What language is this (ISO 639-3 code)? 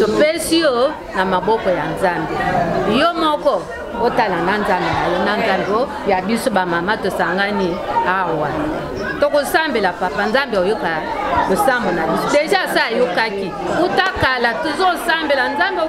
lin